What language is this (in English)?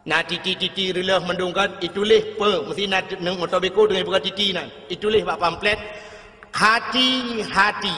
Achinese